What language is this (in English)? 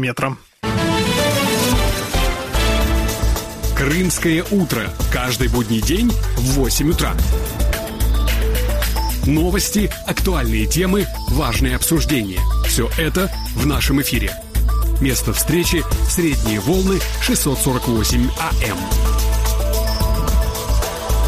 Russian